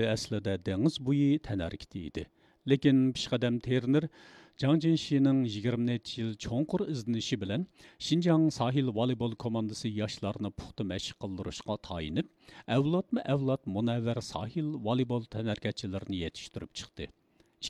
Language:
Uyghur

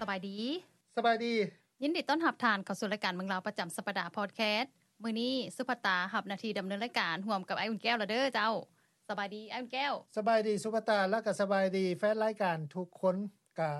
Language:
Lao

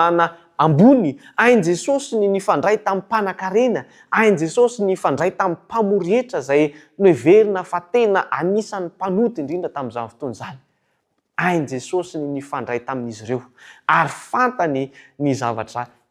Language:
Malagasy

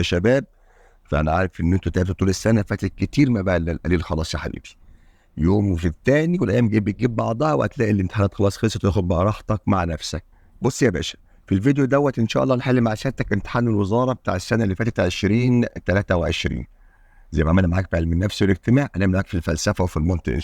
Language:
Egyptian Arabic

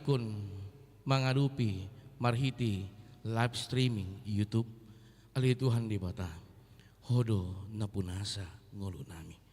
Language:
Batak Toba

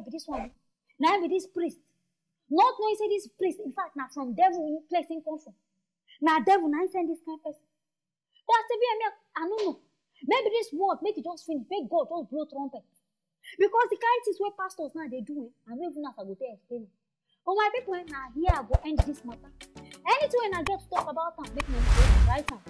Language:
Nigerian Pidgin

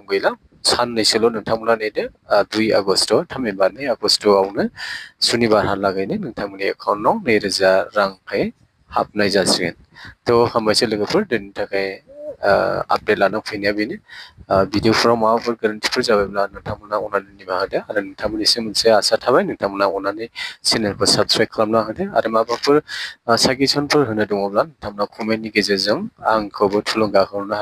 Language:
Bodo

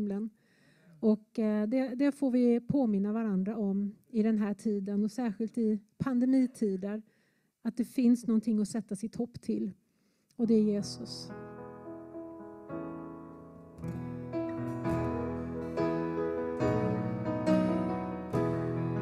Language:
Swedish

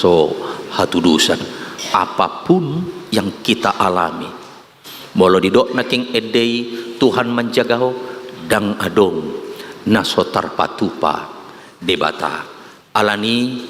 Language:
Batak Toba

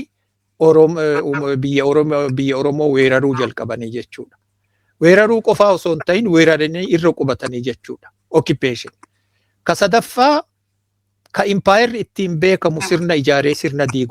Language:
Oromo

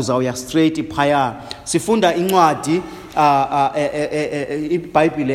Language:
Xhosa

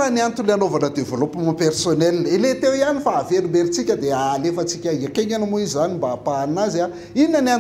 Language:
Malagasy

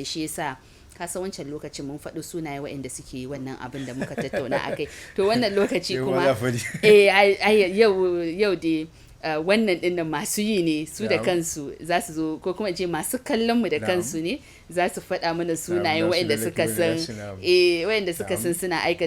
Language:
Hausa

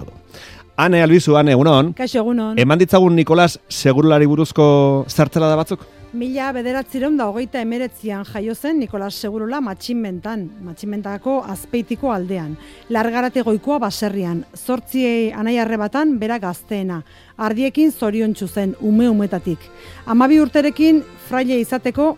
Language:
Basque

